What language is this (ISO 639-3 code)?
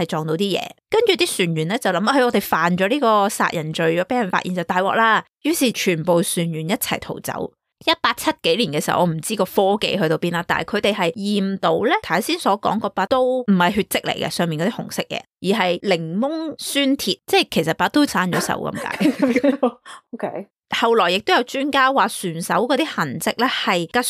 yue